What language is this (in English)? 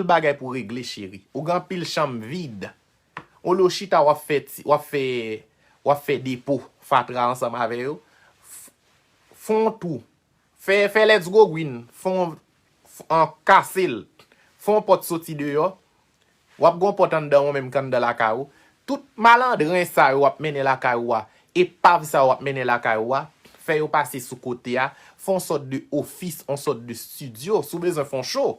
Haitian Creole